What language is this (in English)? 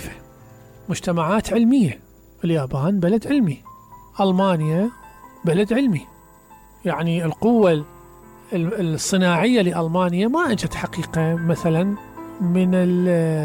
Mesopotamian Arabic